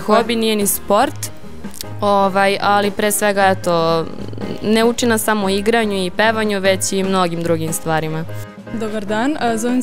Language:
Serbian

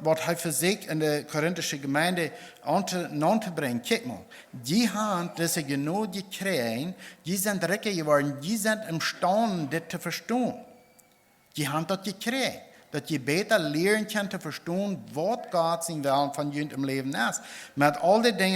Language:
Plautdietsch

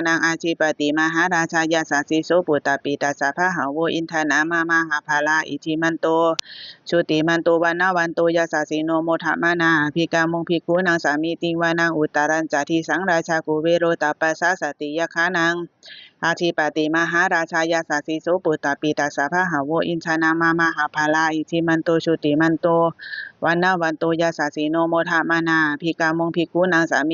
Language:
Pali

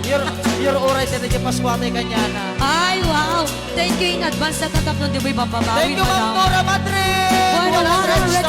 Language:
Iloko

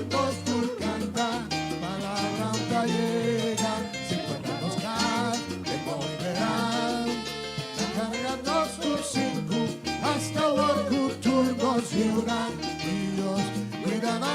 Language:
Papiamento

